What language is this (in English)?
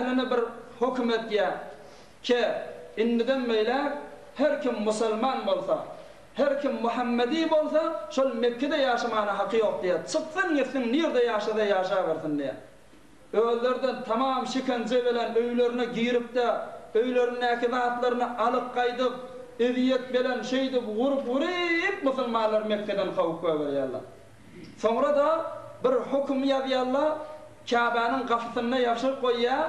Turkmen